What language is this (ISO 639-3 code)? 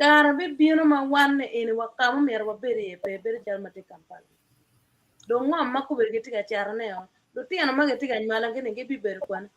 ach